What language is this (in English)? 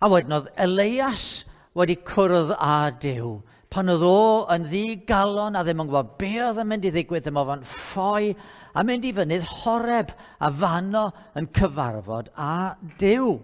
Welsh